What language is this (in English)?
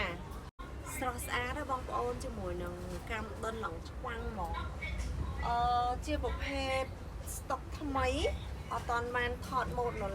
Khmer